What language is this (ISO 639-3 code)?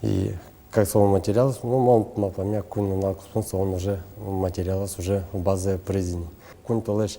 udm